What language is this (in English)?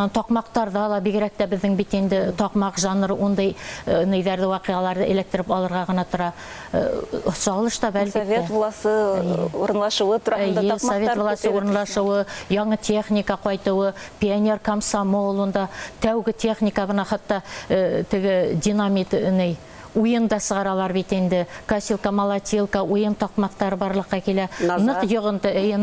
Bashkir